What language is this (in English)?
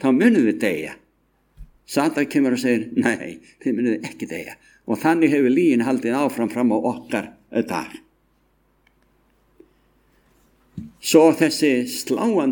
Icelandic